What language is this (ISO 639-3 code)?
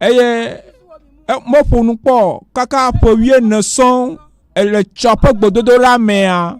ewe